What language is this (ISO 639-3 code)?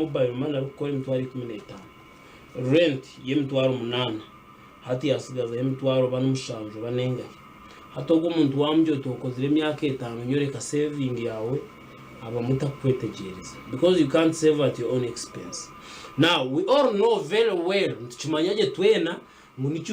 nyn